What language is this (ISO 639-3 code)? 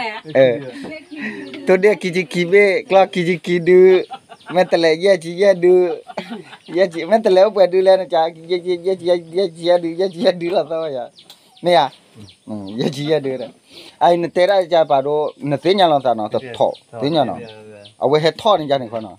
ksw